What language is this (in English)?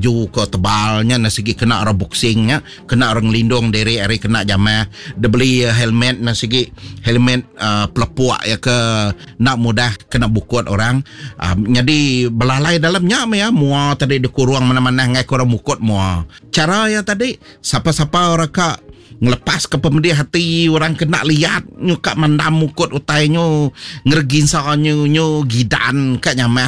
Iban